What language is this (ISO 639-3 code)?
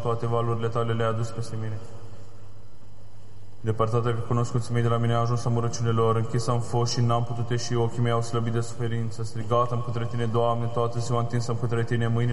ron